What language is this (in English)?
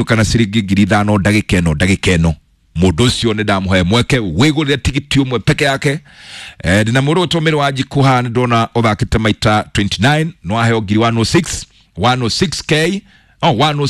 Kikuyu